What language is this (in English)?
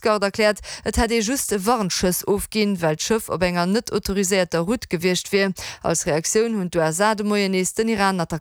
Luxembourgish